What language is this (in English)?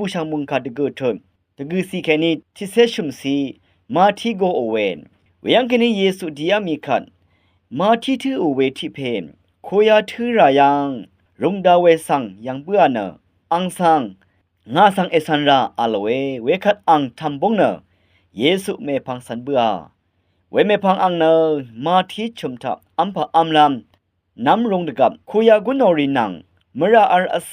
Rawang